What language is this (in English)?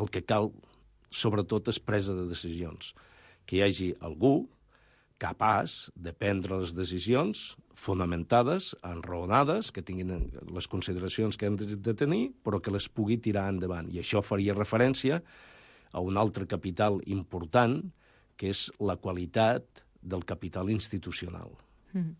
Catalan